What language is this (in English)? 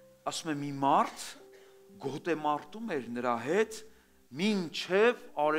Armenian